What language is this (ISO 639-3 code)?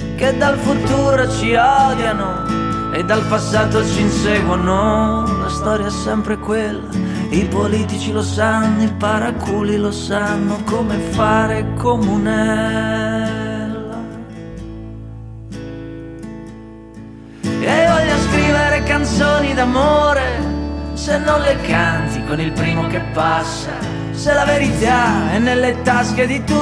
ita